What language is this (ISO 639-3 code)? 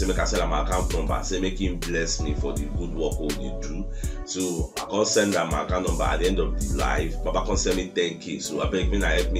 pcm